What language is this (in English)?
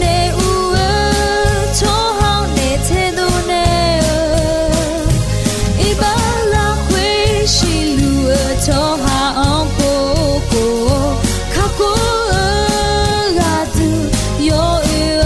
Akha